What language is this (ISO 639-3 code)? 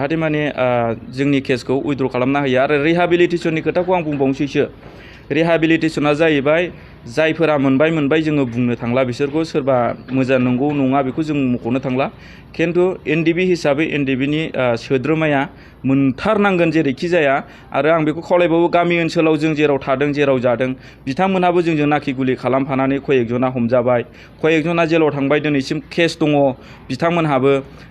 brx